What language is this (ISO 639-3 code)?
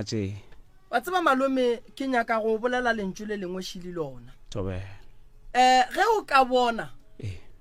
nso